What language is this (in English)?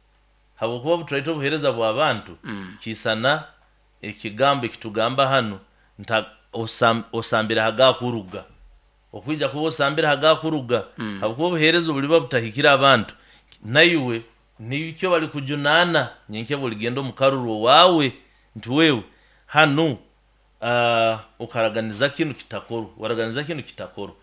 Nyoro